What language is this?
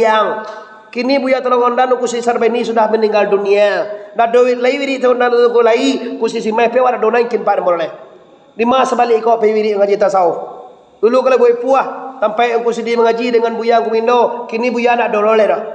Minangkabau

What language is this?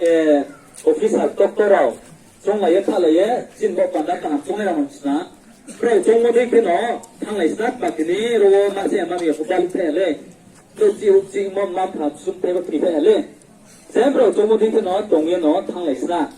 Riang (India)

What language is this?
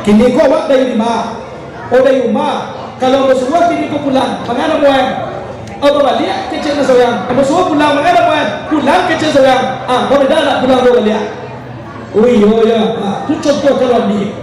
Minangkabau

